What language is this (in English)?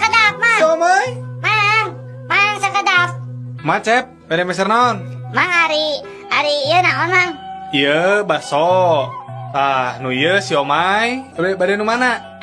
Sundanese